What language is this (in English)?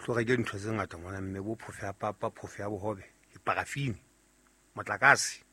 Southern Sotho